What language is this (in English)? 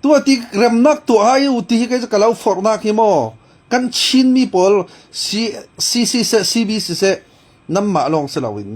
Falam Chin